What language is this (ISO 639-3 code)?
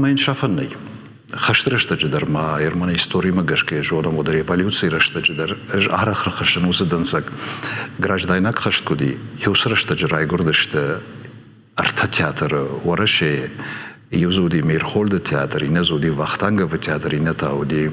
oss